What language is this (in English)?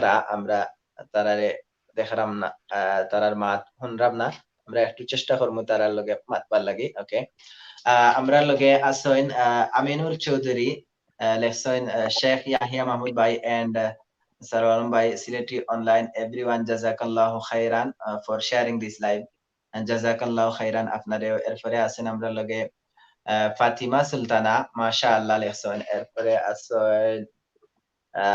Sylheti